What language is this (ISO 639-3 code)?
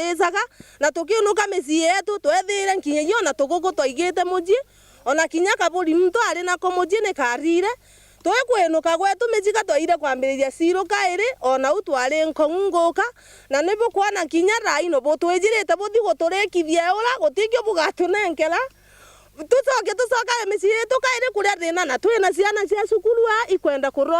mer